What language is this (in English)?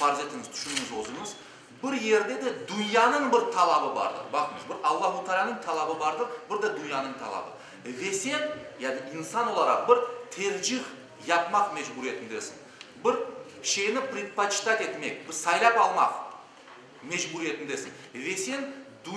Crimean Tatar